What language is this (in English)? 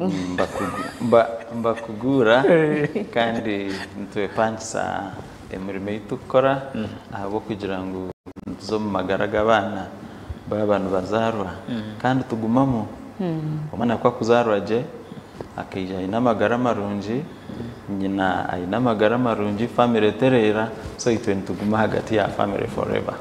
Nyankole